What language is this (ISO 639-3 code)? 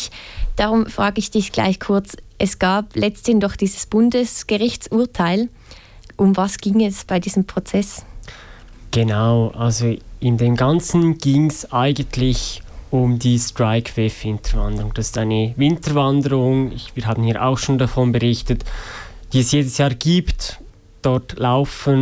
deu